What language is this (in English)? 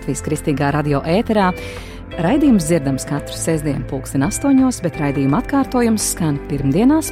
Latvian